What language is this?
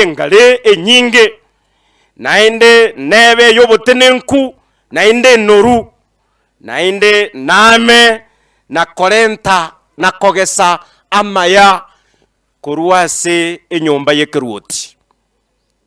Gusii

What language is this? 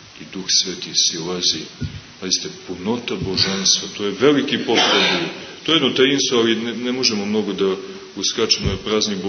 Serbian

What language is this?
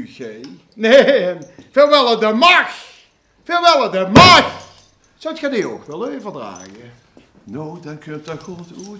Limburgish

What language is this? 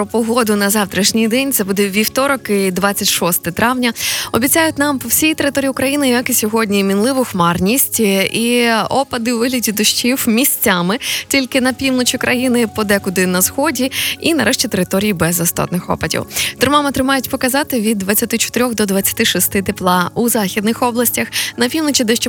Ukrainian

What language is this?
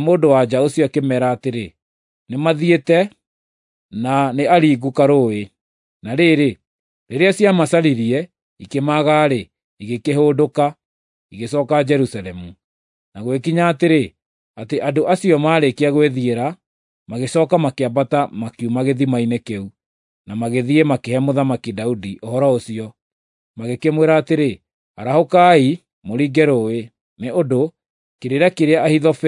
Kikuyu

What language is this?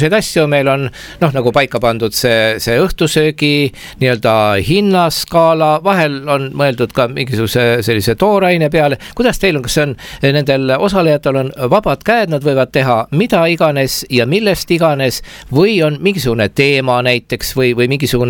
Estonian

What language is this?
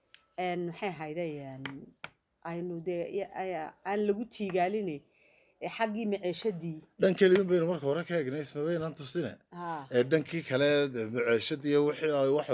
Somali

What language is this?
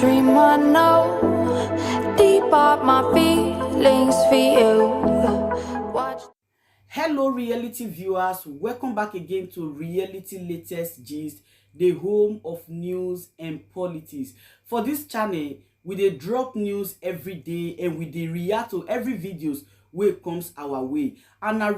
Nigerian Pidgin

